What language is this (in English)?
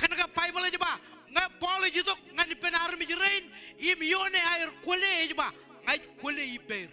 Marshallese